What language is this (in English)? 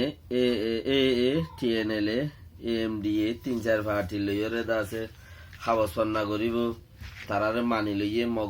Rohingya